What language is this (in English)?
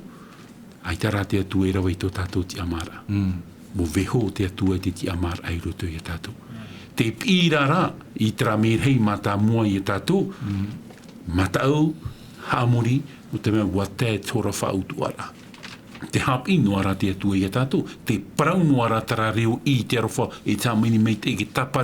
Tahitian